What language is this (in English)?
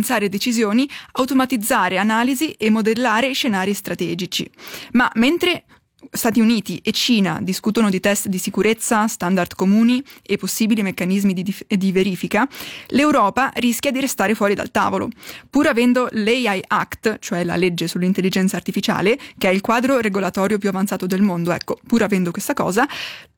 Italian